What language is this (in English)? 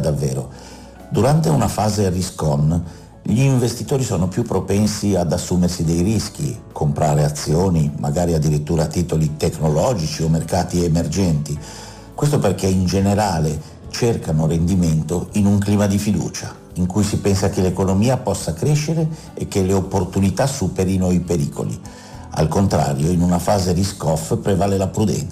Italian